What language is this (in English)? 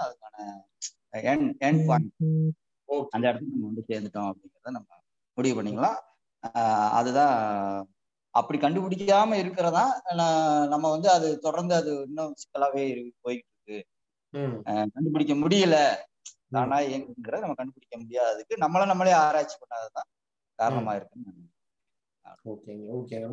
Tamil